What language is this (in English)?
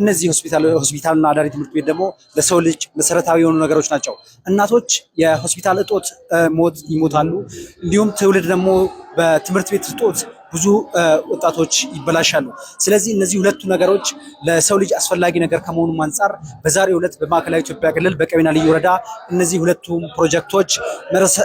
Amharic